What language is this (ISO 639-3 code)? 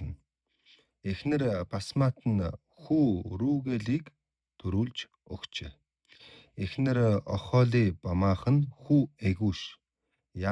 mon